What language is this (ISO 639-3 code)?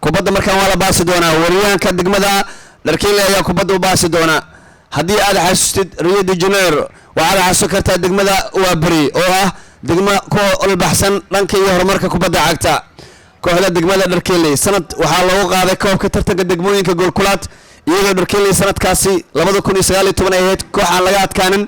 som